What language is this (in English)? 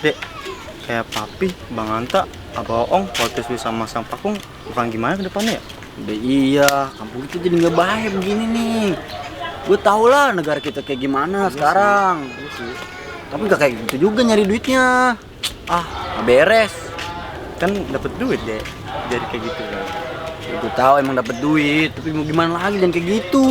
Betawi